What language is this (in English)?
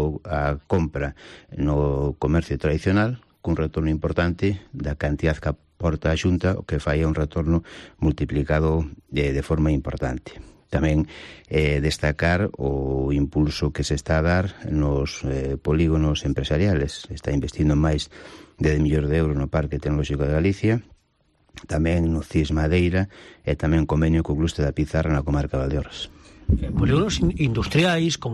Galician